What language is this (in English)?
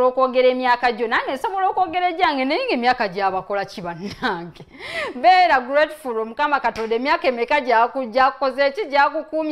Ganda